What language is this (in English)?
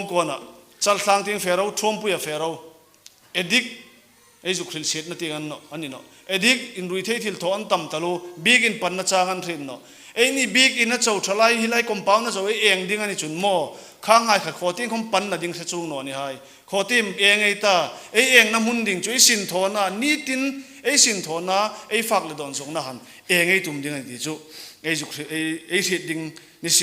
Hmar